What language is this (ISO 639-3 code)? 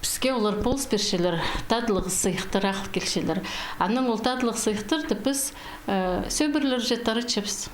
kjh